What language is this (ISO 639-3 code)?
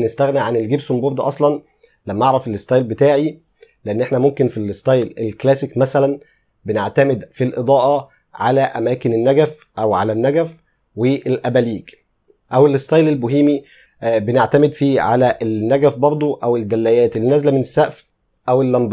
arz